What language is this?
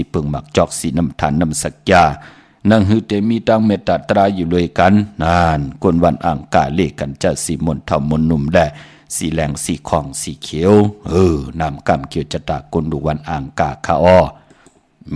Shan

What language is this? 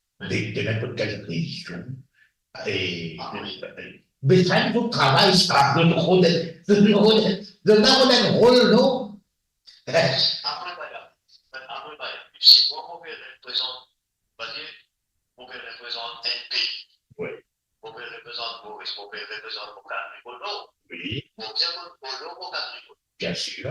Morisyen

